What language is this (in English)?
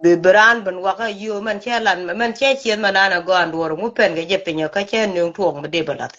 Nuer